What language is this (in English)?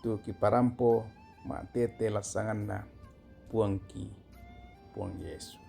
Toraja-Sa'dan